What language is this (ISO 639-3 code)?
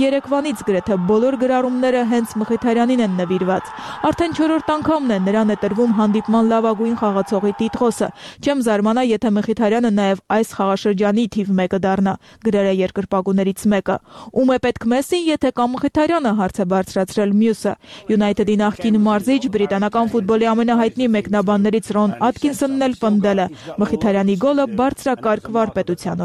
hye